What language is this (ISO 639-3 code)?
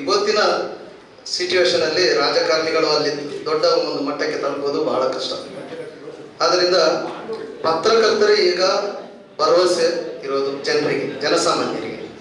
kan